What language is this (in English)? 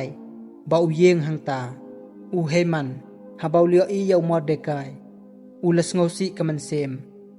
Khasi